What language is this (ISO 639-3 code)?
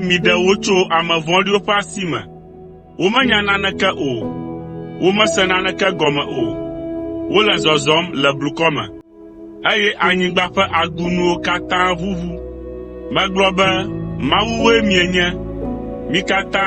ewe